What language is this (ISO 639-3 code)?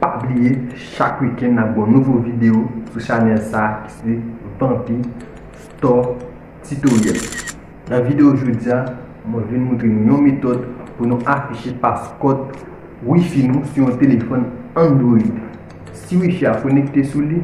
hat